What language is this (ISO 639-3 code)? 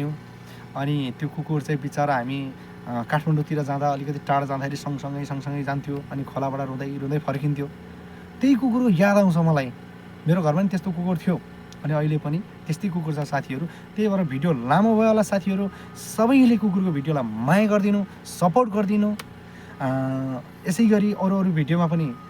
nep